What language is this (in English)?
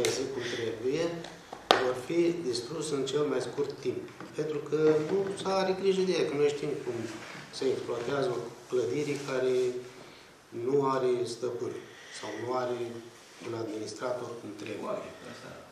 Romanian